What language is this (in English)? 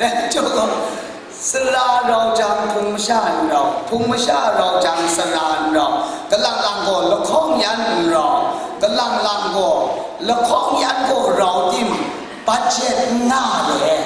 Kachin